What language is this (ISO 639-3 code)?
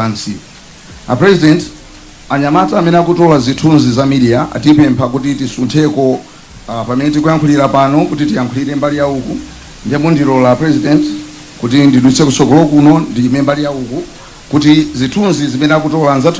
nya